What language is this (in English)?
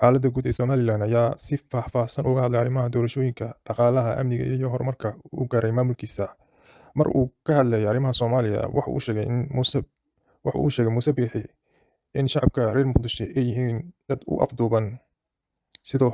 Somali